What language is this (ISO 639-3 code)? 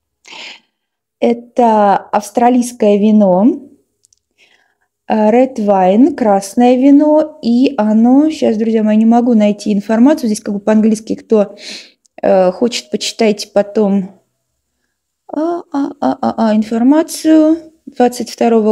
rus